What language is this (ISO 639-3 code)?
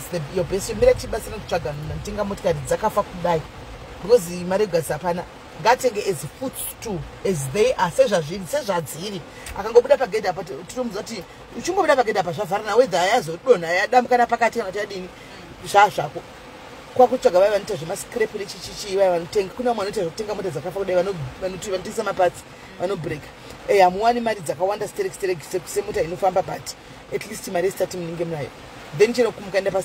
sna